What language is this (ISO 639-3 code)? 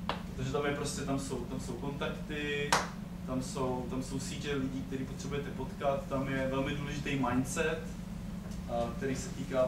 ces